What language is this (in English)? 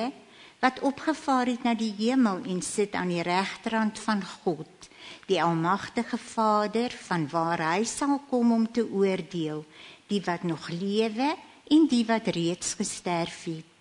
Afrikaans